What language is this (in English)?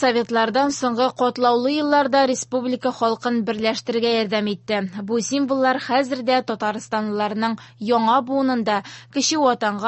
Tatar